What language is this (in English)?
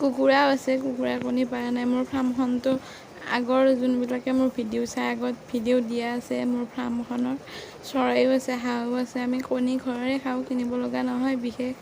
Assamese